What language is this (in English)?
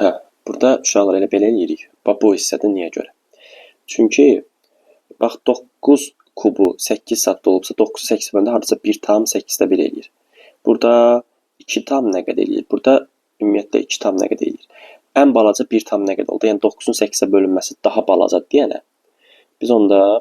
Azerbaijani